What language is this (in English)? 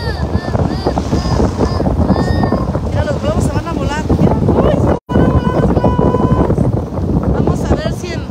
Spanish